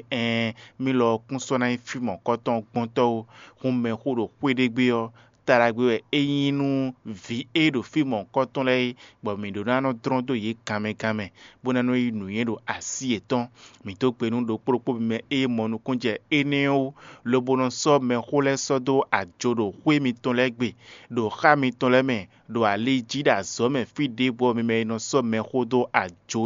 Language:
Fon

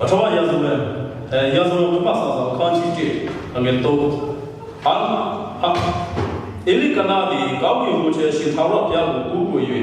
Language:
Mizo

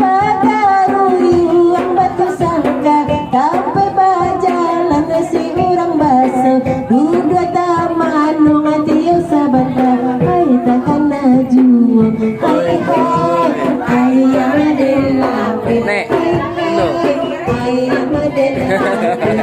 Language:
Minangkabau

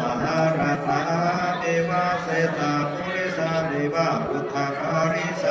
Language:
Lü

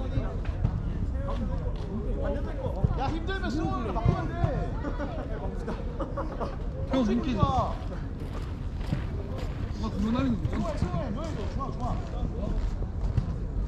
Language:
Korean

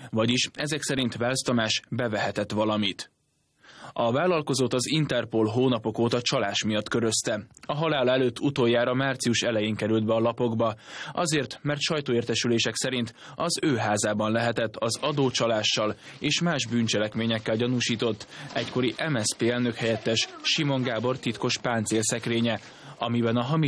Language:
Hungarian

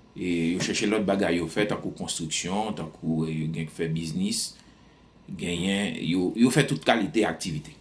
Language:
Haitian Creole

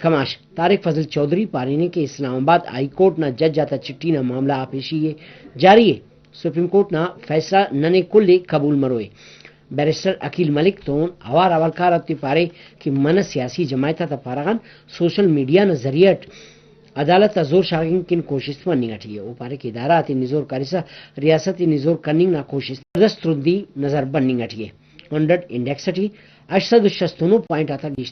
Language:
Brahui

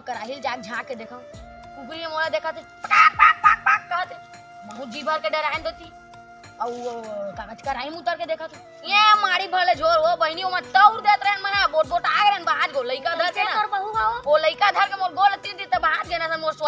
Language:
Chhattisgarhi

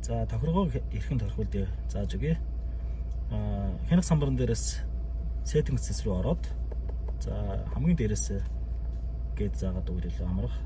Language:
Mongolian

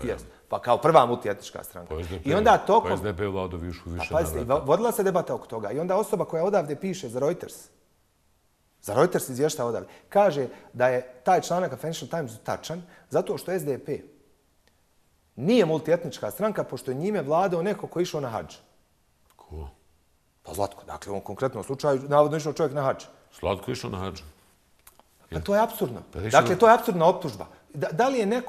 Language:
Bosnian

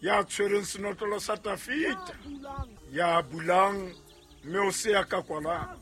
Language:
Southern Sotho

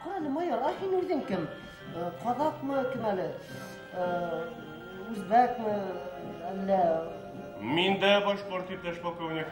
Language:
Bashkir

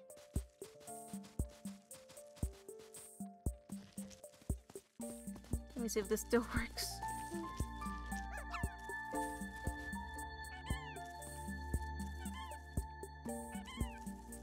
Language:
English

